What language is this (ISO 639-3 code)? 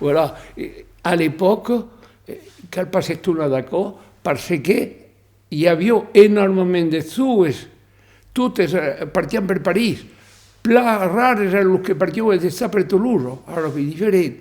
oci